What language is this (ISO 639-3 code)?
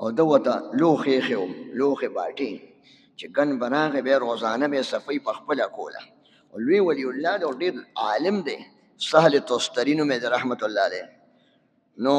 pus